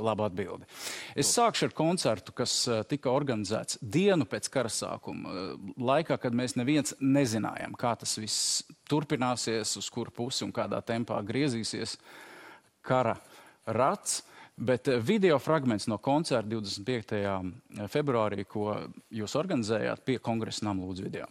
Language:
Latvian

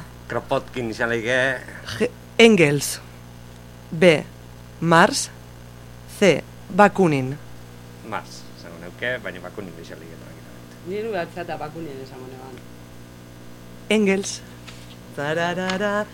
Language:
Basque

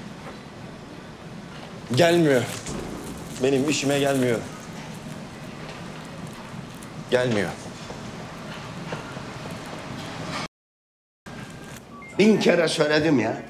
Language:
Turkish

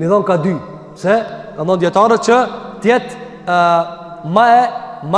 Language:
Albanian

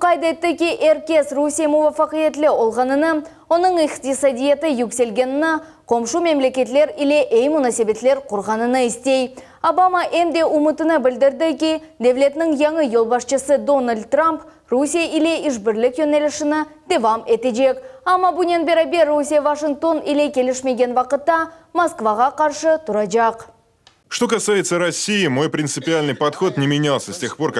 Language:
Crimean Tatar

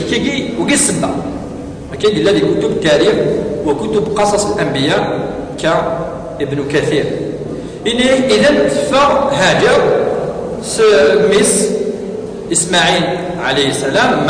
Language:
Kabyle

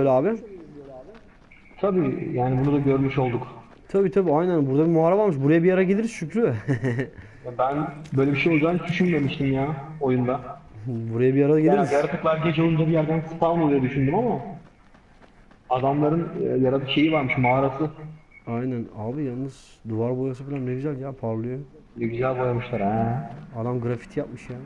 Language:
Turkish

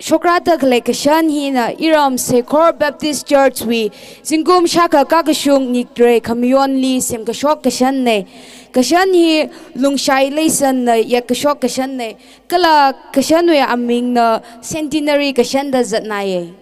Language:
Tangkhul Naga (India)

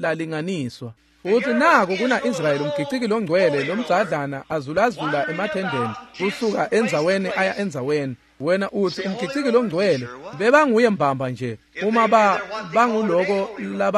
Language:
Swati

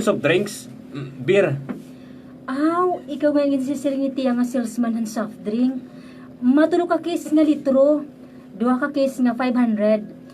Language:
Waray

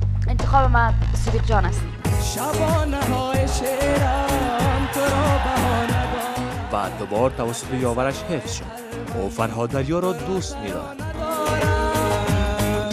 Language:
Persian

